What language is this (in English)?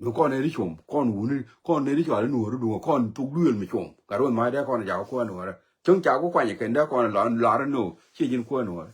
Nuer